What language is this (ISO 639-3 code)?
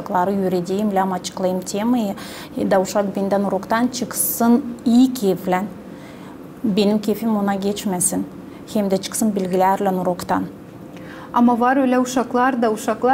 gag